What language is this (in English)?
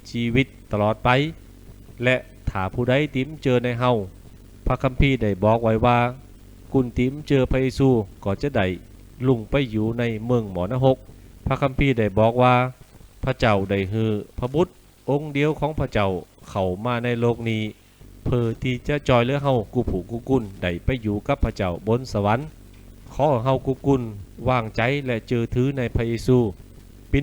Lü